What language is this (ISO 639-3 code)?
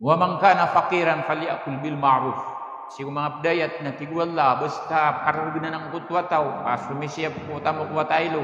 mrw